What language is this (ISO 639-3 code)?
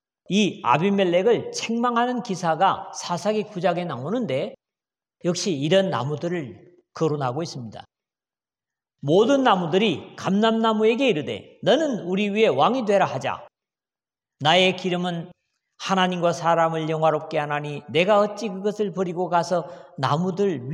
kor